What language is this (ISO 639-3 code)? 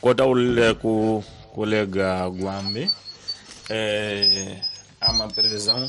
tso